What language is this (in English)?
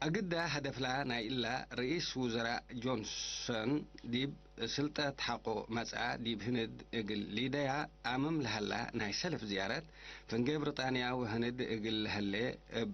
Tigre